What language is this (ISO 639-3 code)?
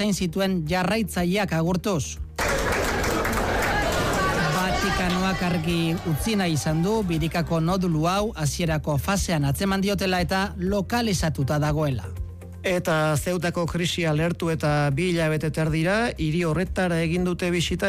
eus